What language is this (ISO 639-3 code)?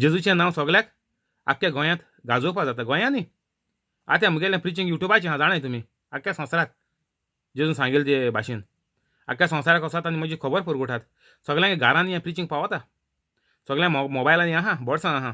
kok